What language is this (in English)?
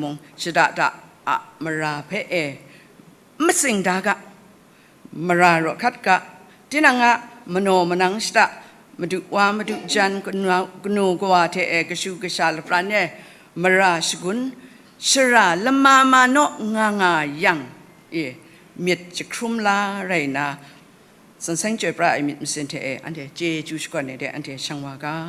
Kachin